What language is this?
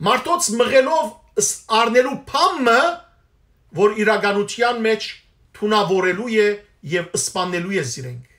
Western Armenian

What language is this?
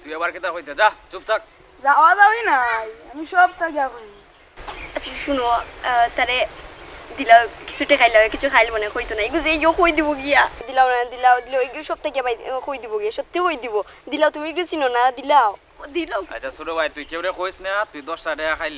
Sylheti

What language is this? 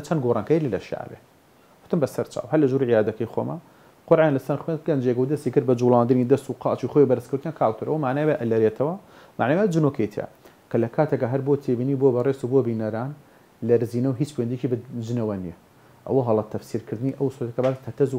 Central Kurdish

